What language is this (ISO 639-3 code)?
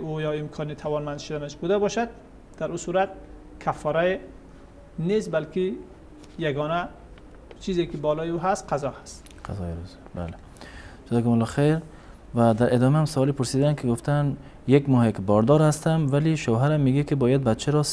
fas